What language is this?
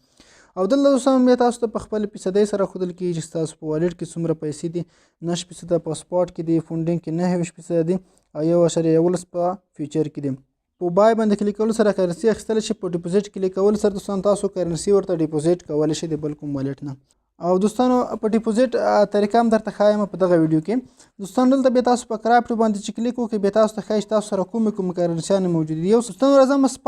Pashto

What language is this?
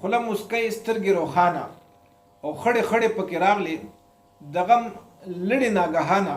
Pashto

